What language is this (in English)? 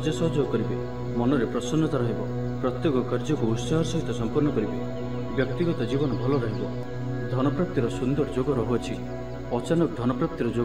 Odia